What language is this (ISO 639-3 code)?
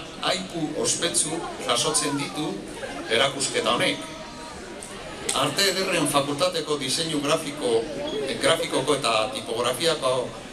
eus